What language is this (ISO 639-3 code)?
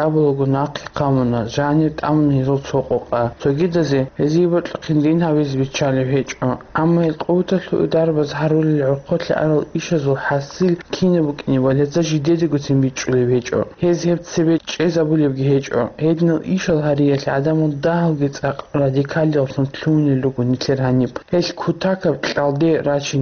ava